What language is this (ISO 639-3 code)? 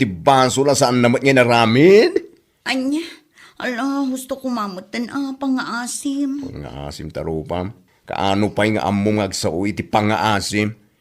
ilo